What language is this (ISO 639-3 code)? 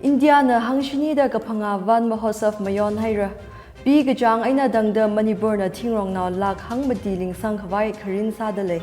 nmf